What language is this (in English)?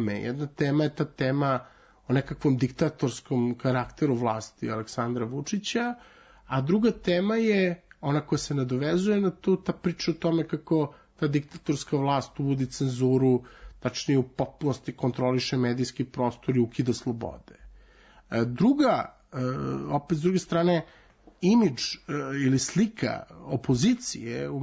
Serbian